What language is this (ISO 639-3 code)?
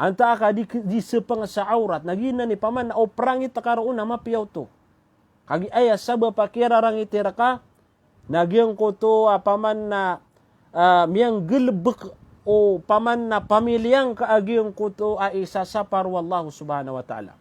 mrw